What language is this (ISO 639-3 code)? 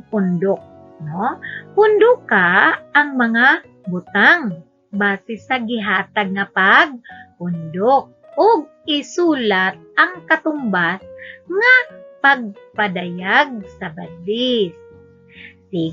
ceb